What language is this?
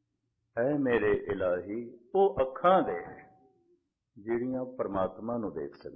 Punjabi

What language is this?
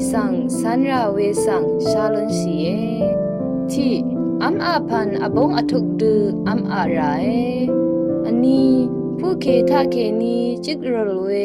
Rawang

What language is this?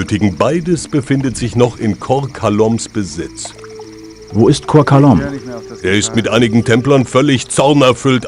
Bavarian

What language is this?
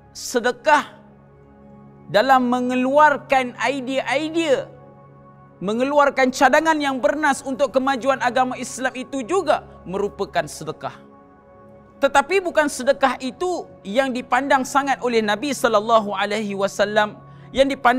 Malay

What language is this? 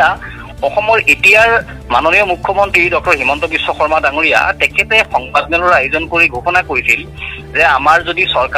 Assamese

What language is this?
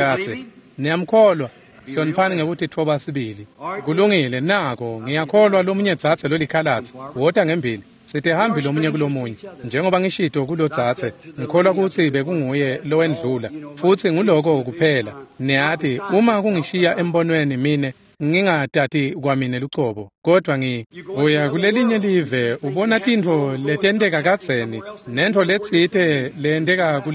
Swati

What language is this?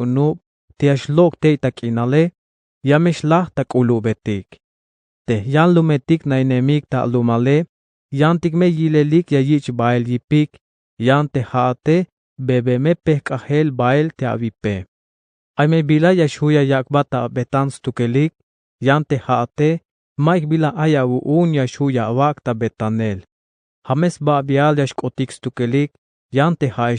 Tzeltal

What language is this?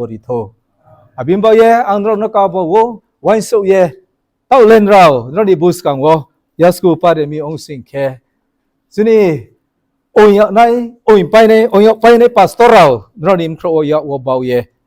Riang (India)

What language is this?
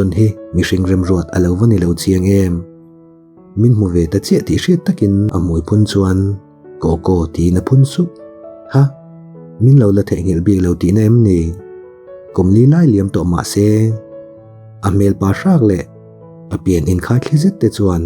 Mizo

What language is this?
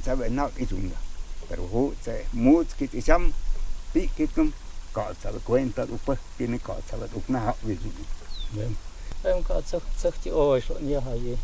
Totontepec Mixe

